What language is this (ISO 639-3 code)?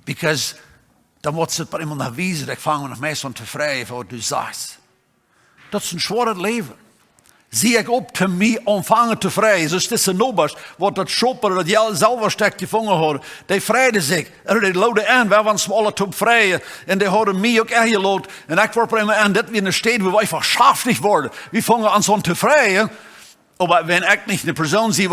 pdt